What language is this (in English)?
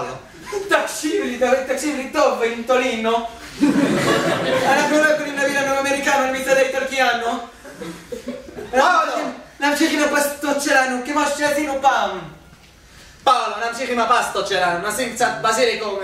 Hebrew